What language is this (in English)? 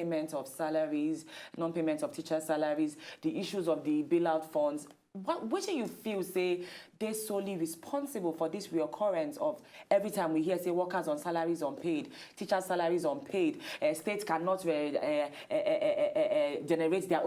Nigerian Pidgin